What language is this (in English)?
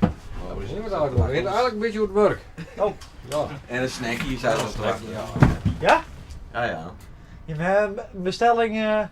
Western Frisian